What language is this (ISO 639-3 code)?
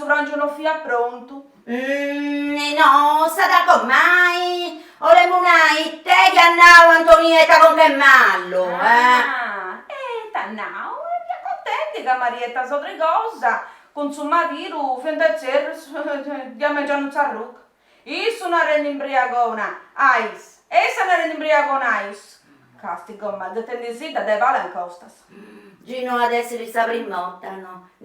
srd